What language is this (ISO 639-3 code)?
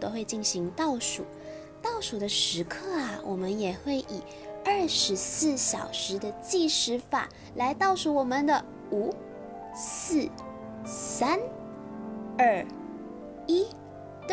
zho